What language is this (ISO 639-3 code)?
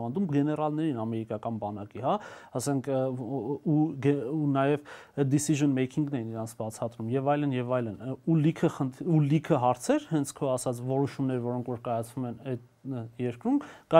hye